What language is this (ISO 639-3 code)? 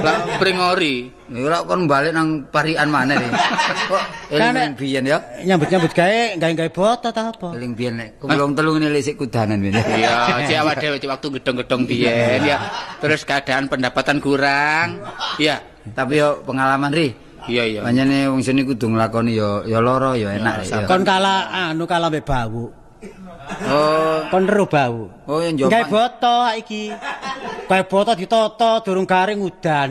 jav